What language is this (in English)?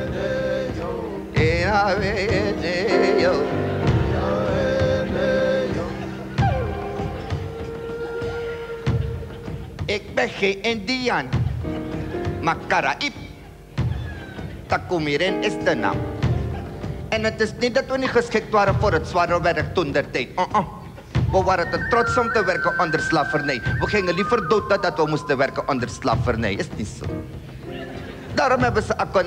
Dutch